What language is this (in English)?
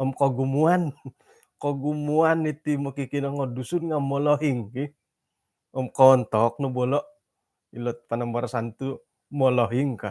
Central Dusun